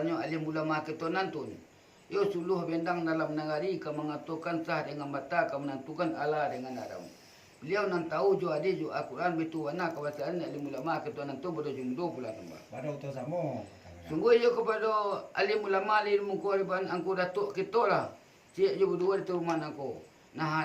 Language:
Minangkabau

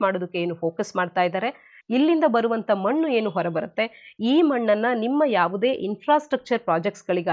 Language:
Kannada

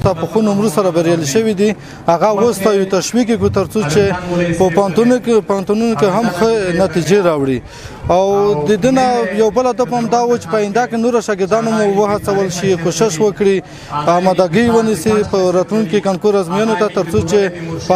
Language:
Pashto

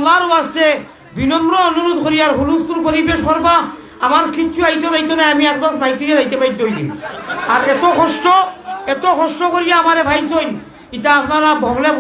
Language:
Sylheti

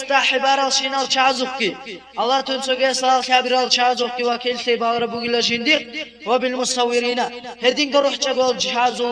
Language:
Avaric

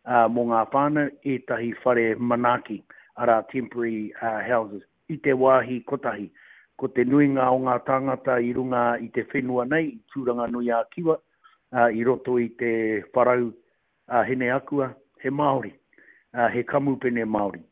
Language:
Māori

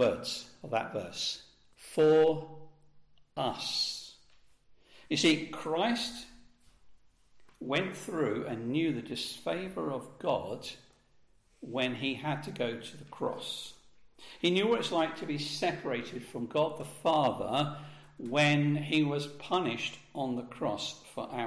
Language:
English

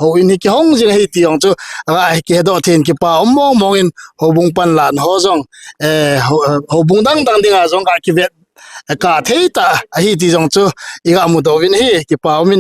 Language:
Thado Chin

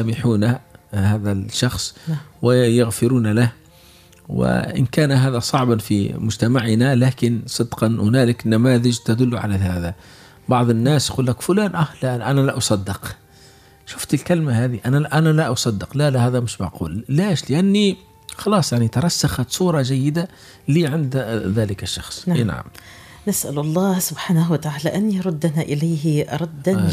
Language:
Arabic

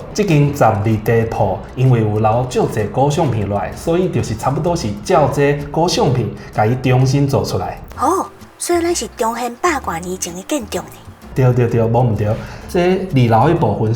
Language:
Min Nan Chinese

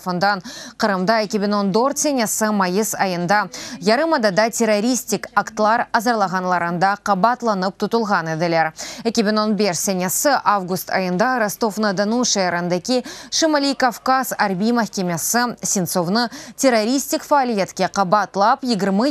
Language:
Crimean Tatar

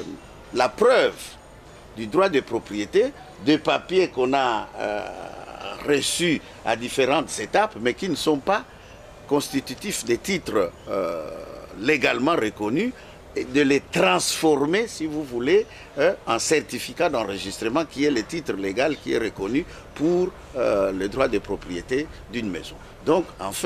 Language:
French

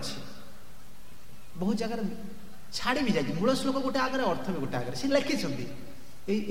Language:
Odia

